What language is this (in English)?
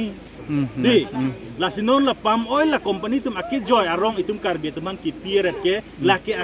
Karbi